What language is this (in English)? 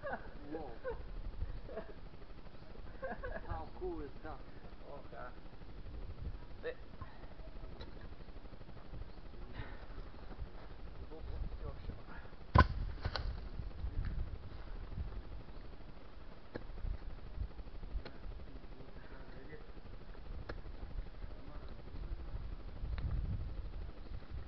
Bulgarian